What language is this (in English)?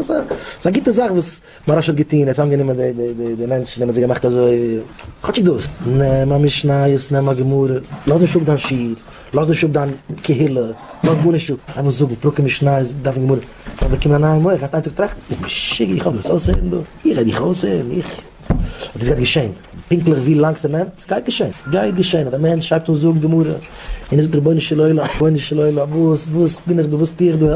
Yiddish